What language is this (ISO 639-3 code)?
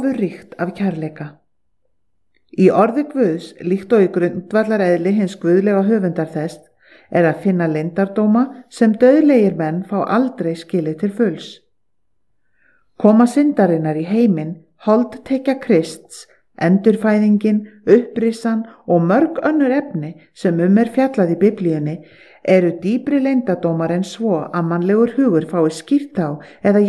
isl